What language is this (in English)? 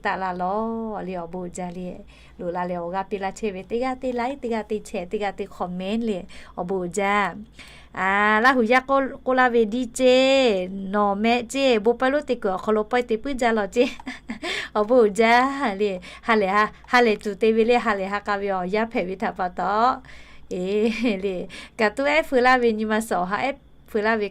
Lahu